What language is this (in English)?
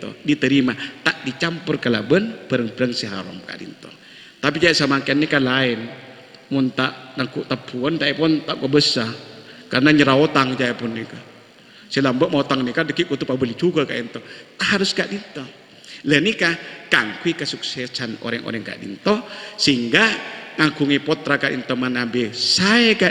Madurese